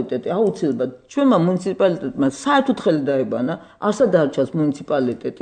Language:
Georgian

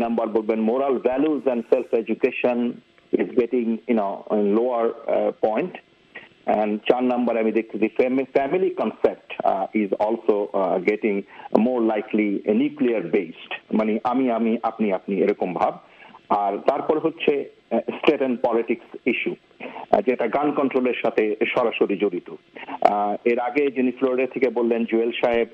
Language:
Bangla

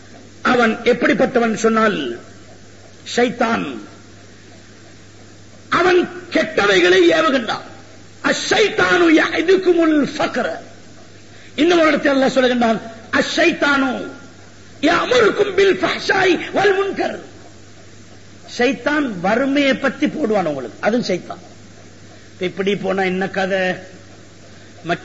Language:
Tamil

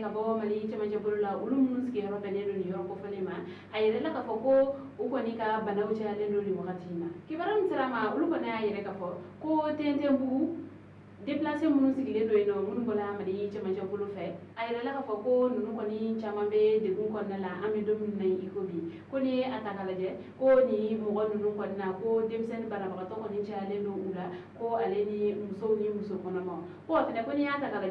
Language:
Bambara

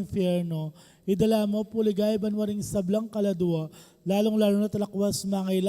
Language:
Pampanga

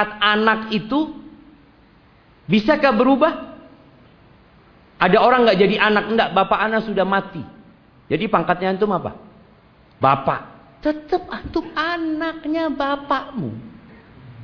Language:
Indonesian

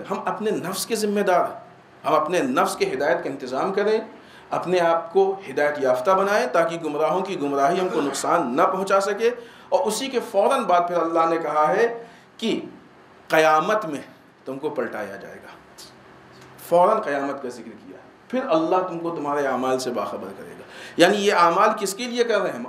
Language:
Urdu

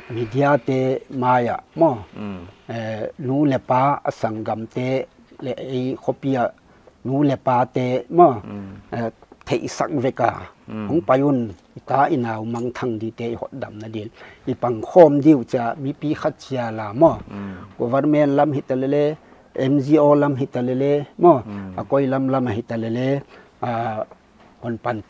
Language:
Paite Chin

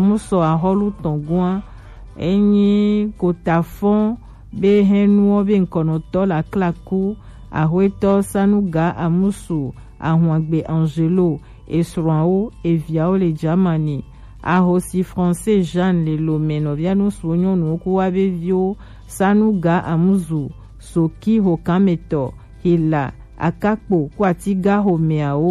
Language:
Gen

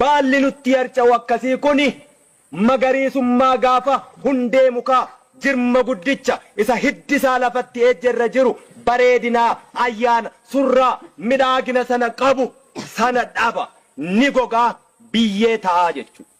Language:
Oromo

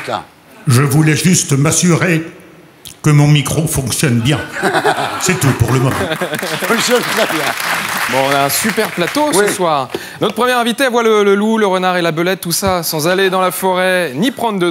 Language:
French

